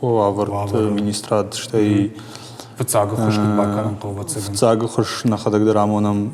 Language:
Ossetic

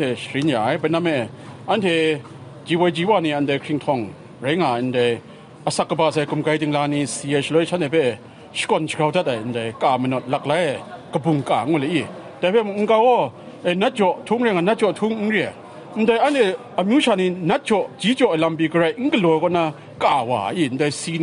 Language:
Kachin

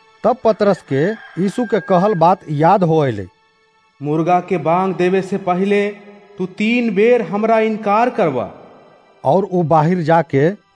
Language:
Bhojpuri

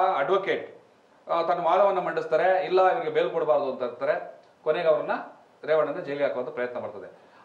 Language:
Kannada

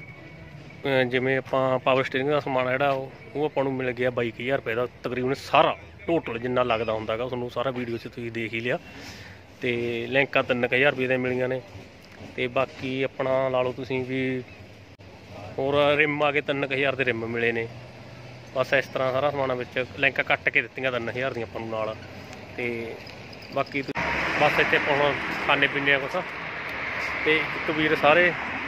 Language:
Punjabi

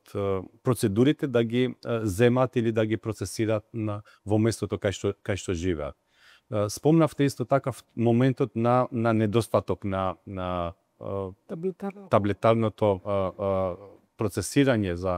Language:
Macedonian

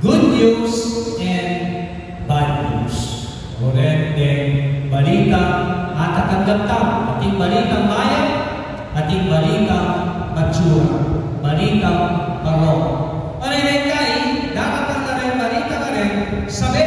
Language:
Pampanga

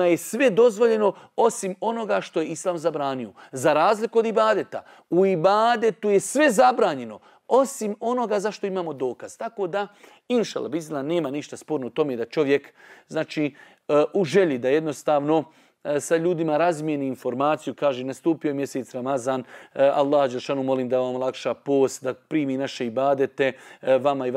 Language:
Bosnian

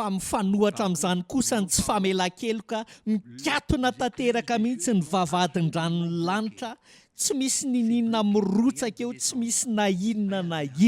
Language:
Malagasy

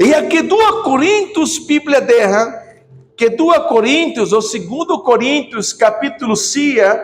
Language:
Tetum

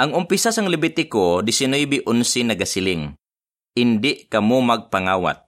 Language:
Hiligaynon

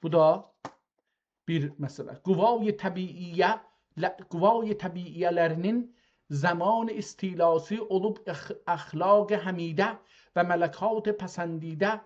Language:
South Azerbaijani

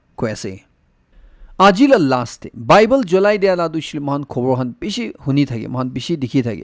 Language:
Naga Pidgin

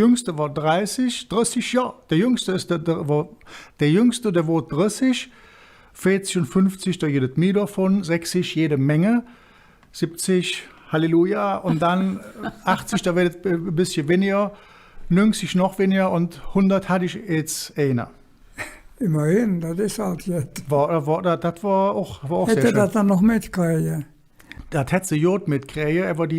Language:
Colognian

